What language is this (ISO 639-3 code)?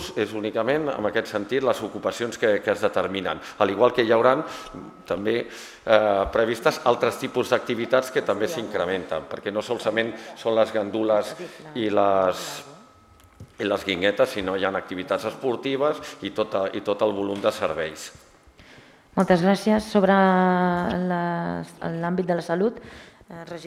cat